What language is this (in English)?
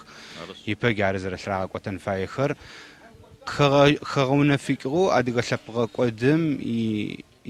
Adyghe